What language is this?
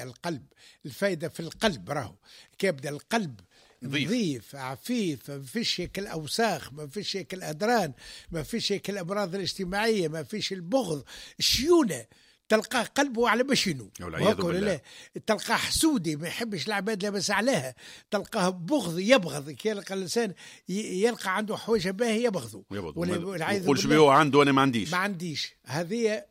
Tunisian Arabic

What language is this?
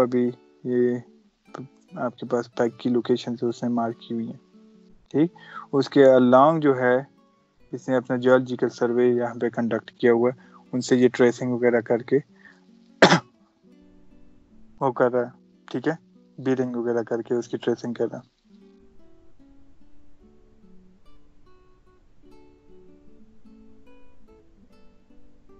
Urdu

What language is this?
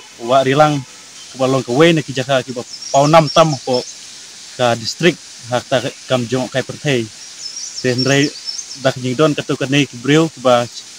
Khasi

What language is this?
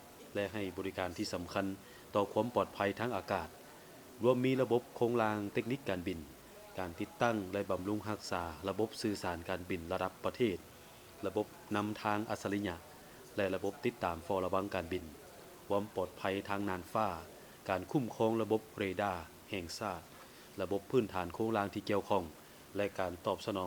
Lao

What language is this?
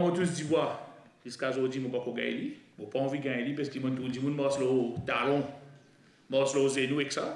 Morisyen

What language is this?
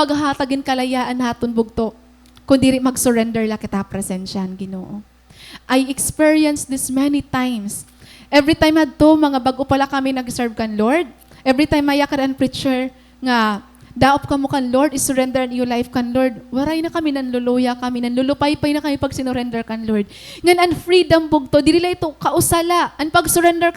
Waray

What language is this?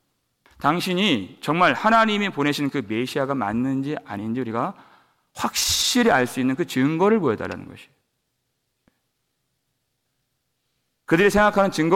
Korean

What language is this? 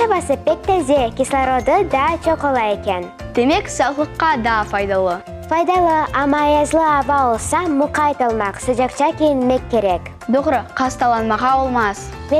Crimean Tatar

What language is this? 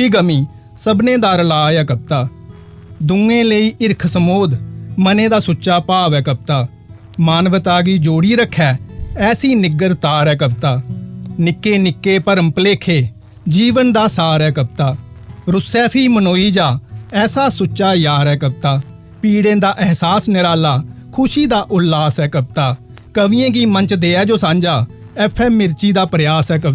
Dogri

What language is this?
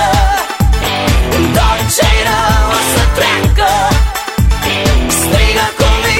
Romanian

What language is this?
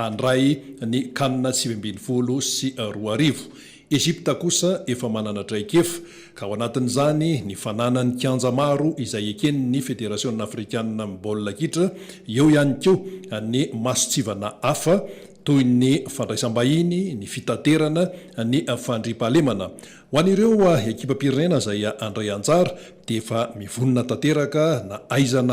Malagasy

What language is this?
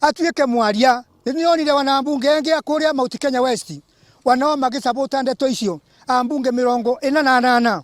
Meru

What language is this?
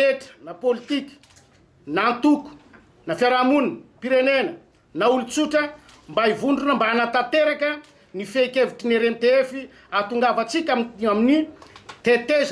Malagasy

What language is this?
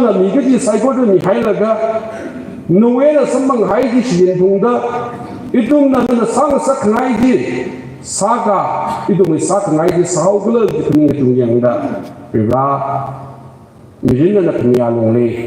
Tangkhul Naga (India)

